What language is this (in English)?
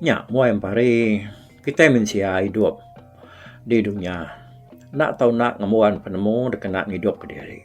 Iban